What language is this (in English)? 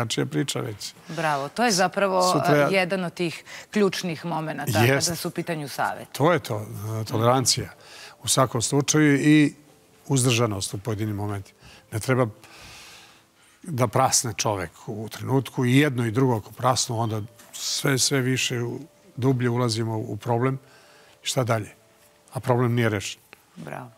Serbian